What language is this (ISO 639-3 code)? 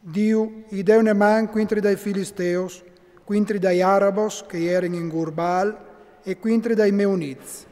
fur